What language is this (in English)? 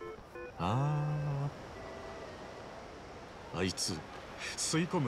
Japanese